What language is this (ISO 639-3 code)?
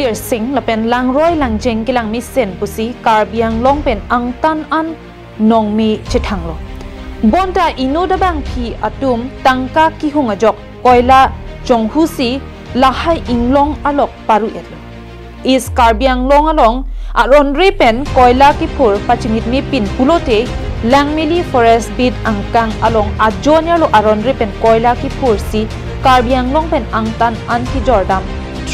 mjw